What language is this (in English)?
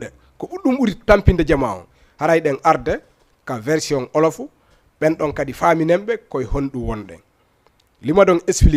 Fula